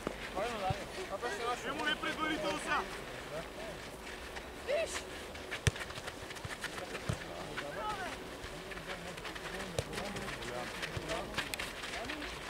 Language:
Bulgarian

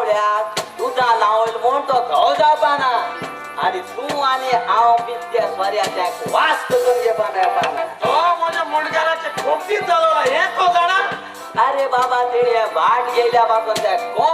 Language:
Konkani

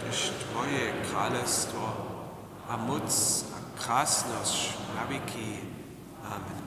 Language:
Upper Sorbian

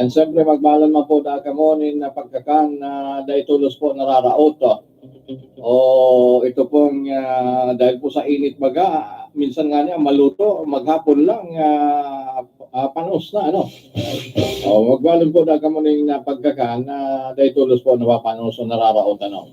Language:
Bikol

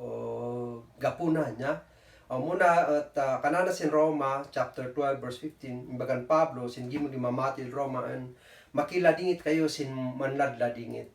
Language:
Kankanaey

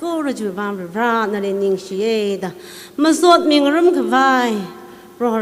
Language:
Tangkhul Naga (India)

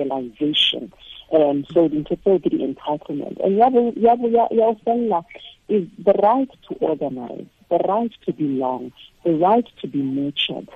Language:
Tswana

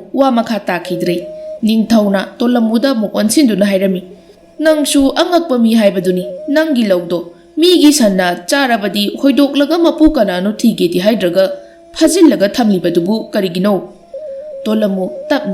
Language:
Manipuri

